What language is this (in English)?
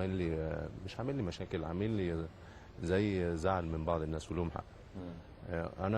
Egyptian Arabic